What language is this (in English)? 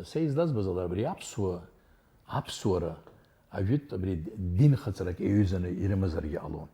Abkhazian